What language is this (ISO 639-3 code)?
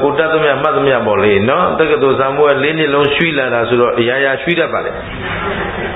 mya